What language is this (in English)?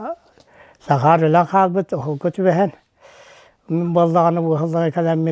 Yakut